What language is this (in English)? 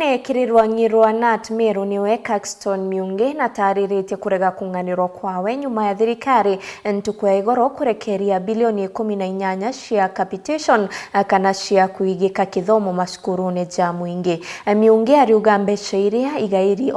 Meru